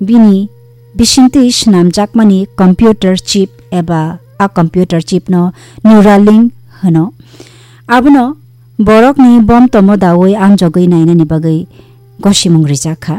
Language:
Kok Borok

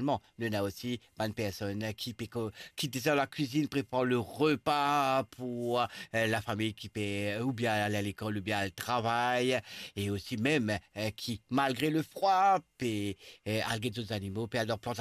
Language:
Morisyen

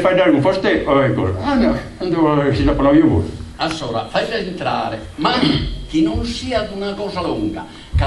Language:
Sardinian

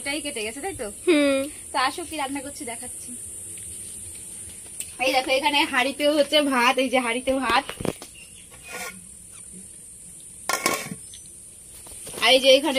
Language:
Bangla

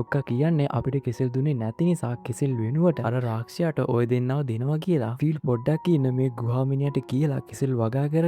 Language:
Sinhala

